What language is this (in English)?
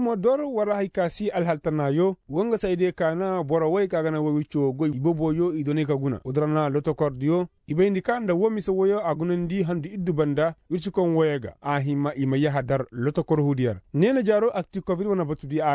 Koyraboro Senni